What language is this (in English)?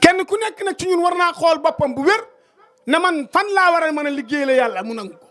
Wolof